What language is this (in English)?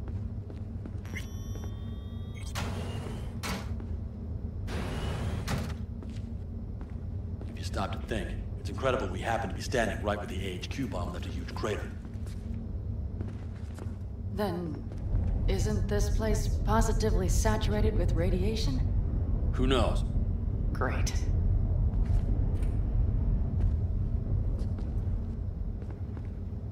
English